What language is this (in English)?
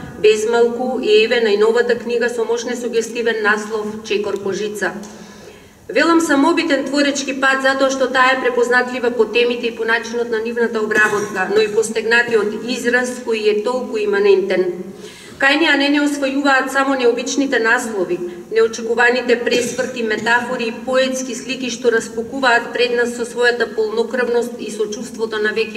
Macedonian